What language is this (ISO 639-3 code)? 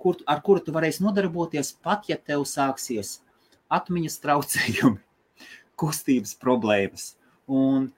lav